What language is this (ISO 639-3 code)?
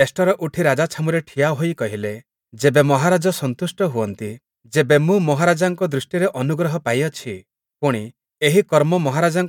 ori